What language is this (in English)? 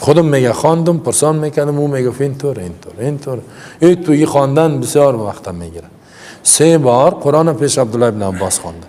Persian